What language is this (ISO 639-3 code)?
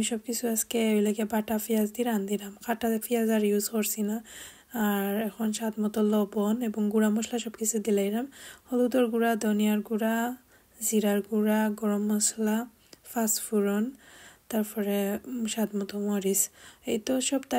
syl